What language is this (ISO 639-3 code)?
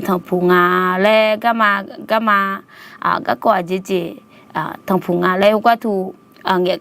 ahk